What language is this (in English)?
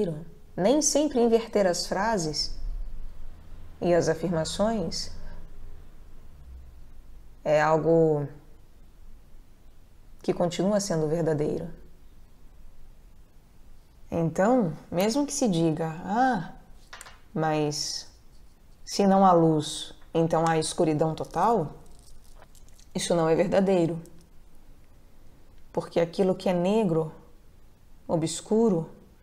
Portuguese